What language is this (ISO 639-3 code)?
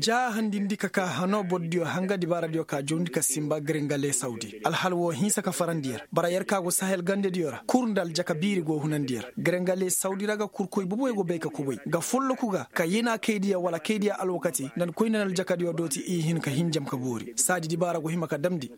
ses